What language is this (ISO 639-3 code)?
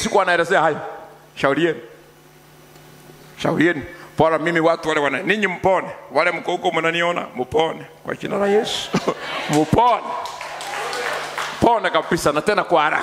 swa